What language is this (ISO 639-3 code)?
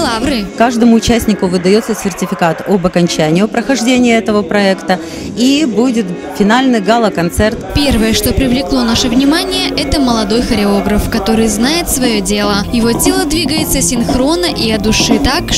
rus